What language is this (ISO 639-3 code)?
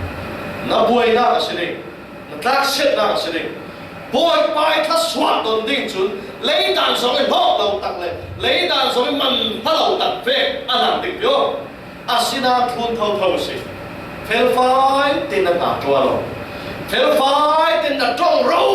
cfm